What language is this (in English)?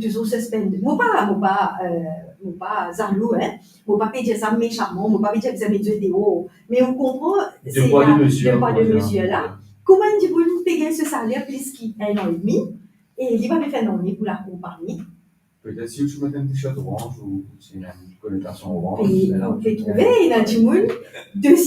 Morisyen